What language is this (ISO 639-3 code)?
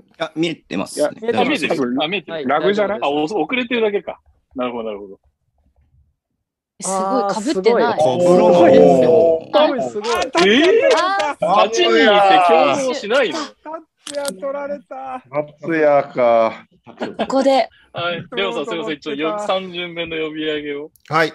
jpn